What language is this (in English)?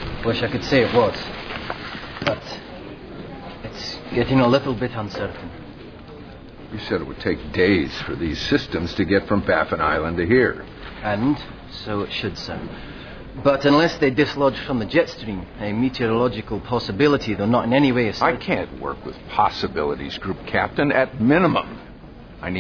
English